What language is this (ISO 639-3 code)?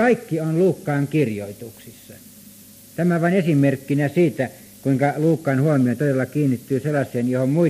fin